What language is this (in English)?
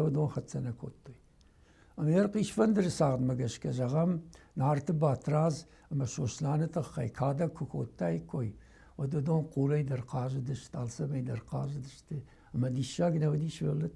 Ossetic